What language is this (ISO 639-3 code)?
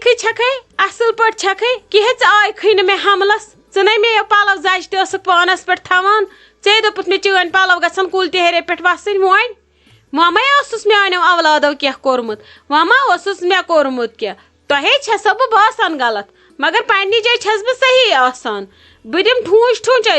kas